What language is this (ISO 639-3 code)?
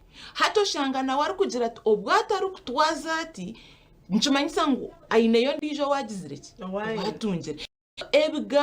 nyn